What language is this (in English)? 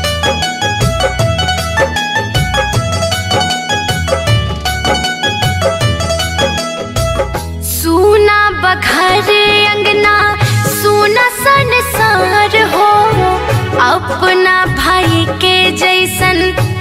Bhojpuri